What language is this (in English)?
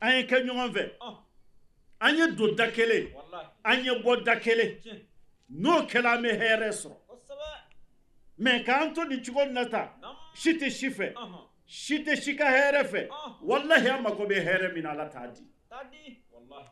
Bambara